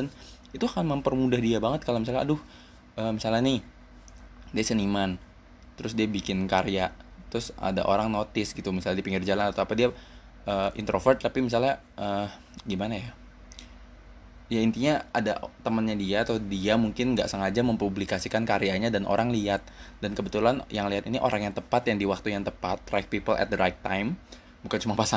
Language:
Indonesian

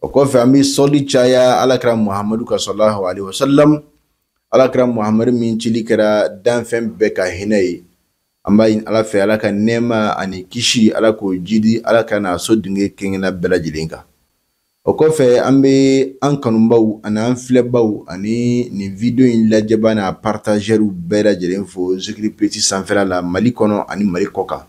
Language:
Bambara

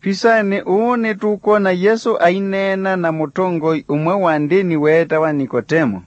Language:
Kamba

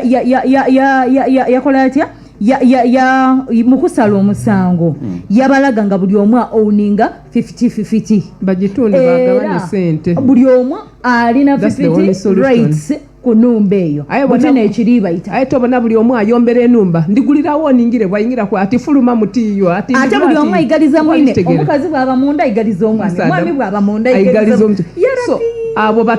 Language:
Soga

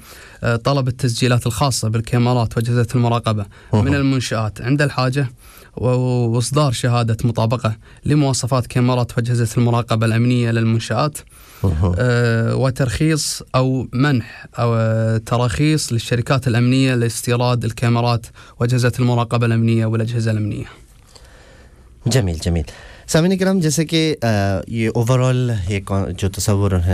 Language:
Urdu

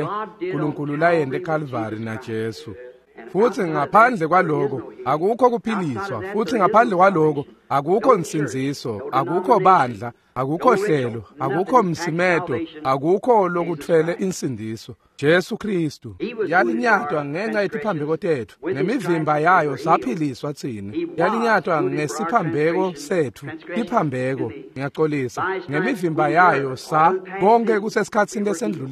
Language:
Swati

